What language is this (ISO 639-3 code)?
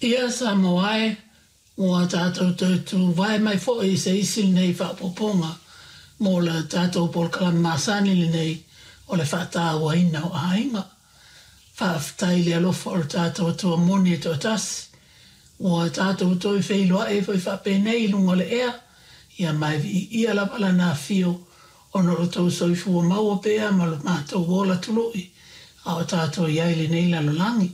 smo